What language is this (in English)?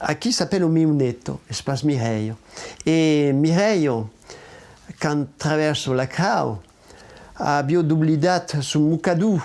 Occitan